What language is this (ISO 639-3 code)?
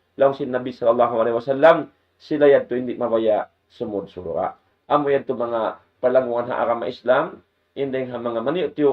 tsg